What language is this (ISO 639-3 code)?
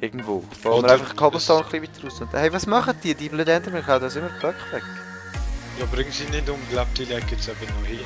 gsw